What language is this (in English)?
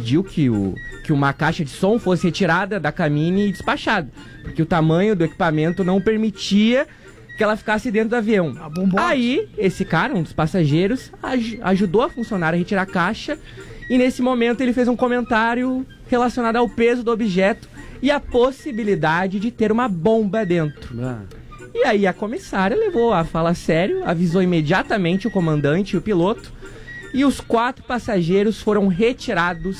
Portuguese